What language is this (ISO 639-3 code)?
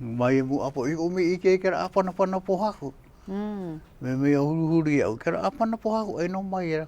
haw